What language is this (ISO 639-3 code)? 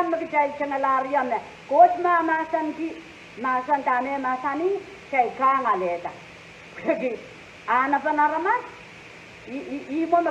pon